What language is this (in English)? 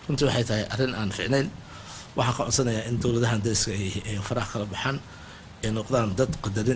Somali